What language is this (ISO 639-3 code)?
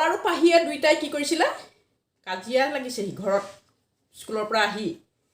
asm